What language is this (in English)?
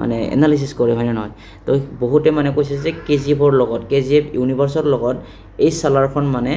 Assamese